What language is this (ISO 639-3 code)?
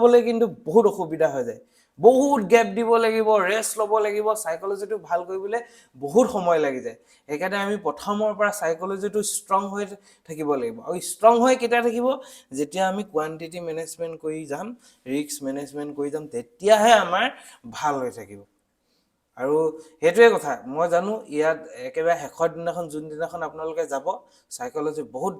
asm